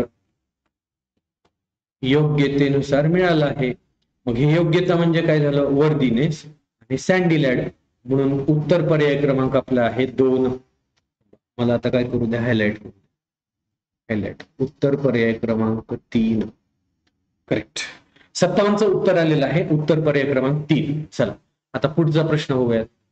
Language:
Marathi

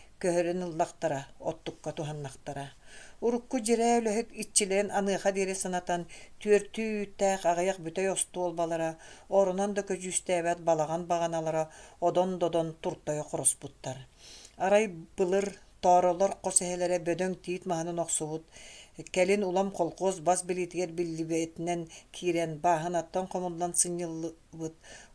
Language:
Yakut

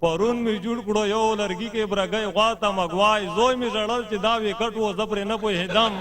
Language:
Pashto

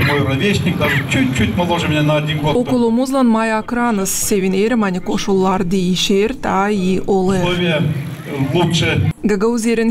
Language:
Gagauz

